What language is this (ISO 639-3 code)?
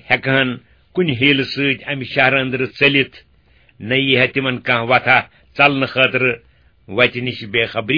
kas